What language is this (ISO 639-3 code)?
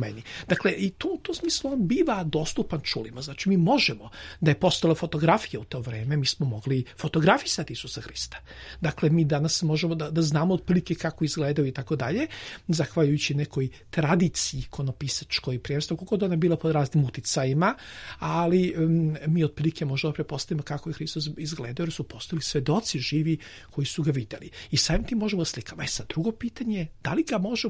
srp